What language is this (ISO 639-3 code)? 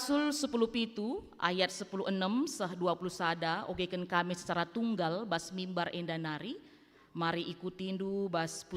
btx